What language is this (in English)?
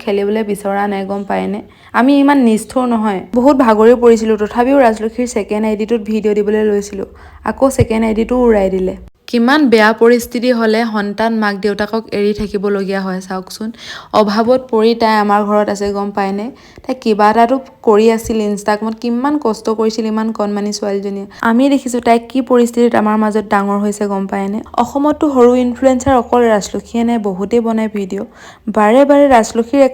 Assamese